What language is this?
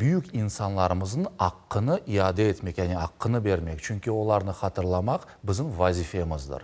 Crimean Tatar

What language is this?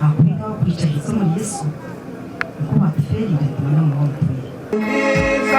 Nyankole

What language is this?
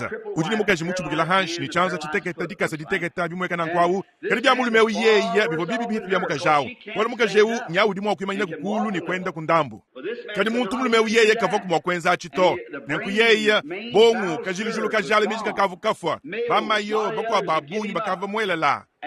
Luba-Lulua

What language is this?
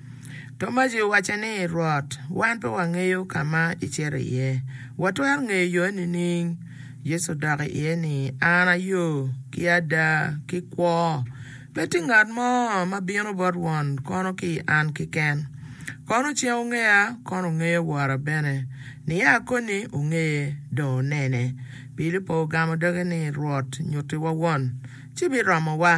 Acoli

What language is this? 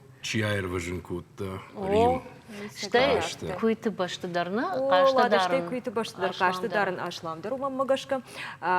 Ossetic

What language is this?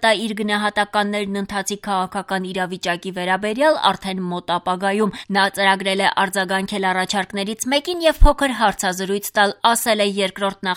Armenian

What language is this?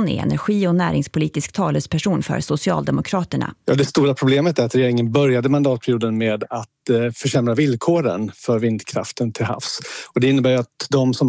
Swedish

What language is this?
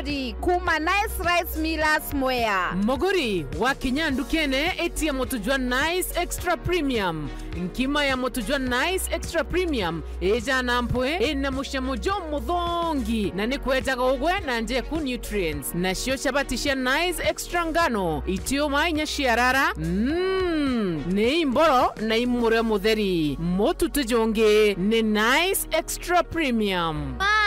Meru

